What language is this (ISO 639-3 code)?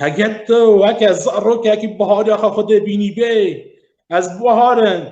kur